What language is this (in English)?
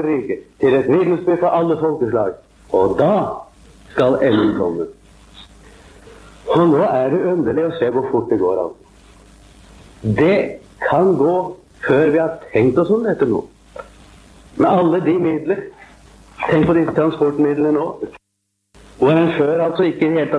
Norwegian